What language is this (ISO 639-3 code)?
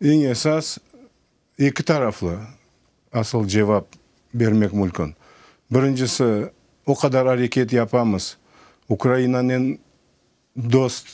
crh